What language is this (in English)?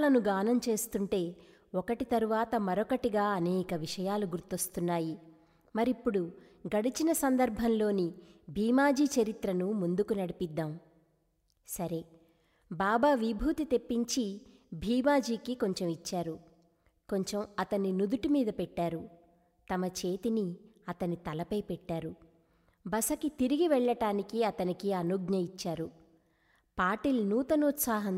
Telugu